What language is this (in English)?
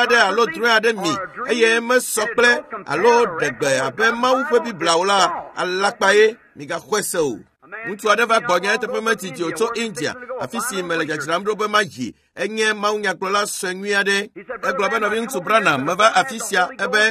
Ewe